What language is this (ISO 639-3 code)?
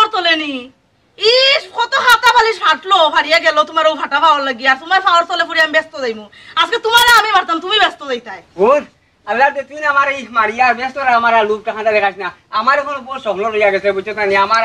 syl